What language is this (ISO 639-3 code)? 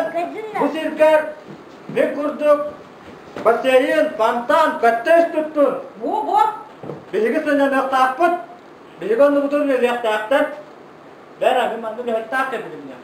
sah